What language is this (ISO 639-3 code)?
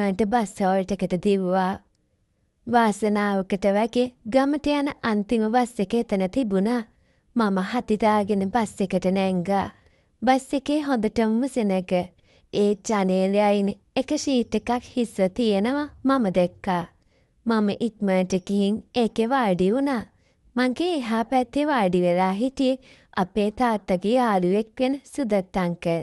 sin